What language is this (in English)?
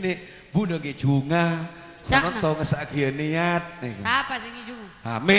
Madurese